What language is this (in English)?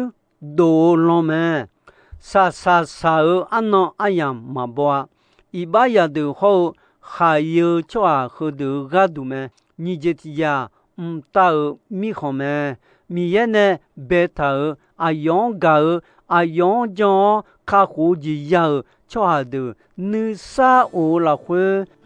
Akha